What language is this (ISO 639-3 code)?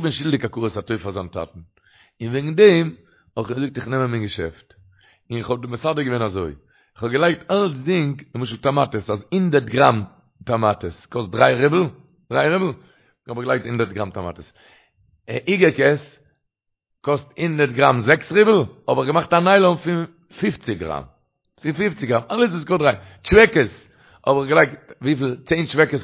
yid